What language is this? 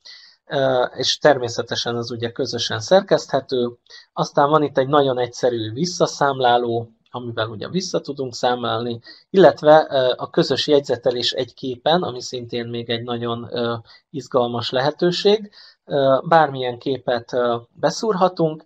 Hungarian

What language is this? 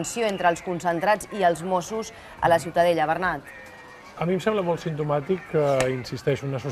Catalan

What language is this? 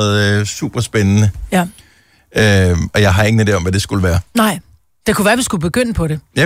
Danish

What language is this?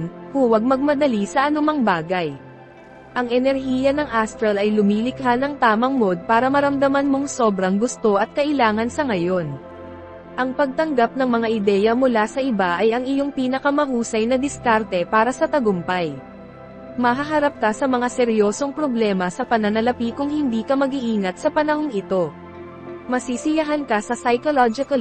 Filipino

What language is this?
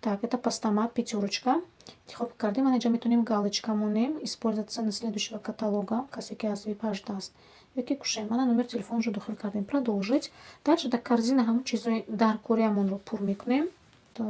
Tajik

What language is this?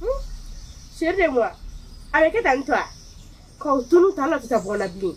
Bambara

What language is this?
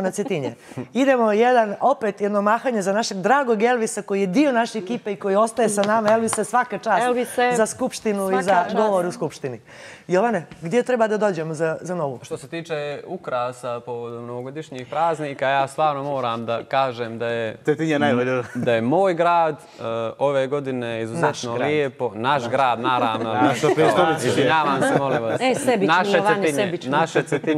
Croatian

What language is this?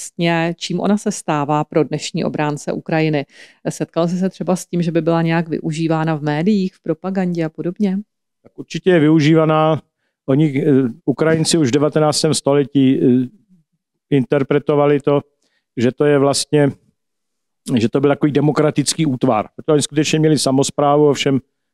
Czech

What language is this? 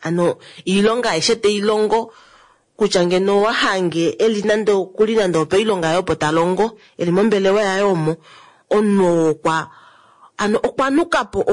Kuanyama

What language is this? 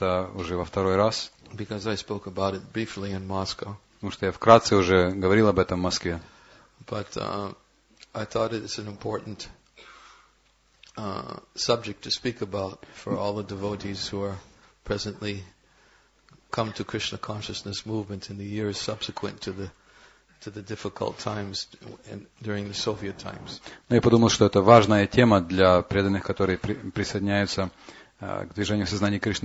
Russian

